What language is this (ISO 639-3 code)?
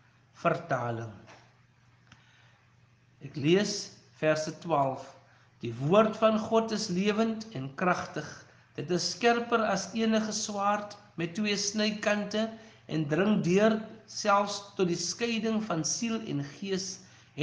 afr